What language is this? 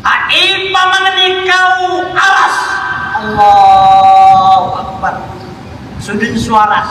Maranao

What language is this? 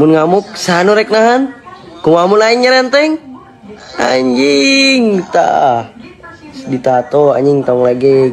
Sundanese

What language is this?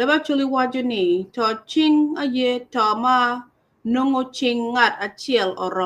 Acoli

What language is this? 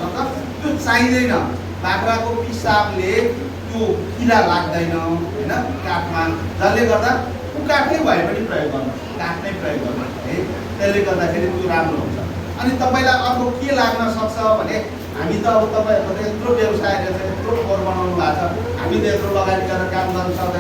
Nepali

